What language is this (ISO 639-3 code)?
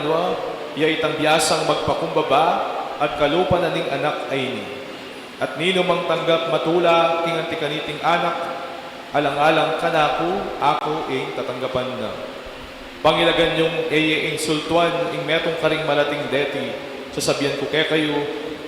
pam